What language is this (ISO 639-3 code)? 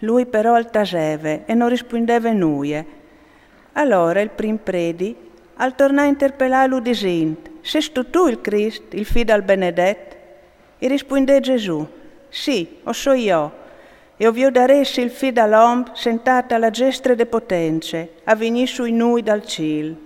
fur